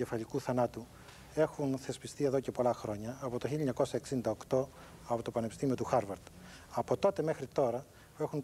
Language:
Greek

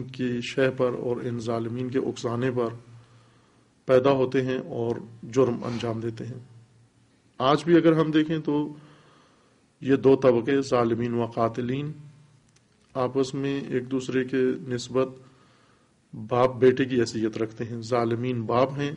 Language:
Urdu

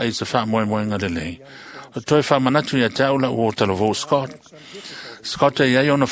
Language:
Samoan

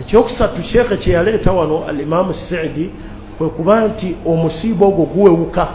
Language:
Ganda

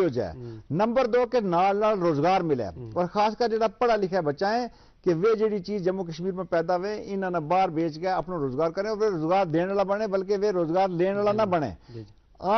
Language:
Gujari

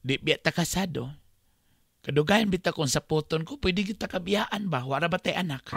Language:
Cebuano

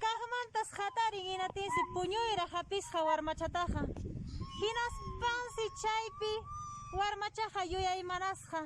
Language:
Quechua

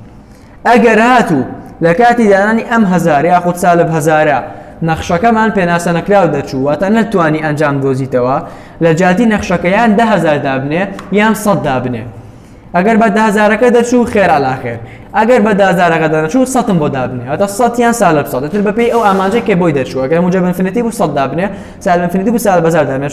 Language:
Central Kurdish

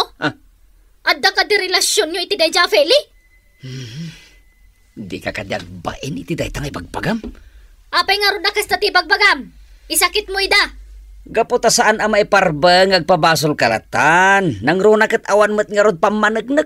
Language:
Iloko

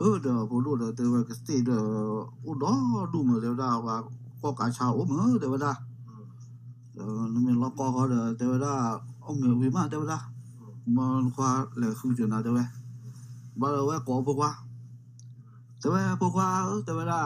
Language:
S'gaw Karen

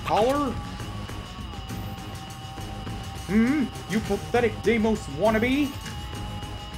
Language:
English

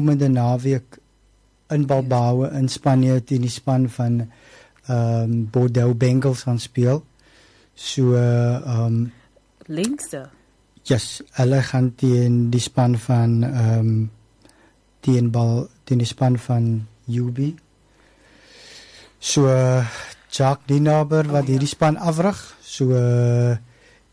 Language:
Afrikaans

